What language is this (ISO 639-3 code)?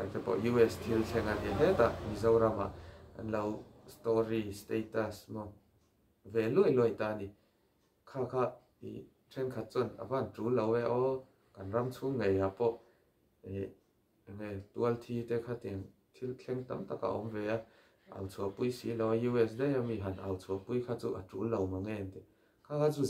lus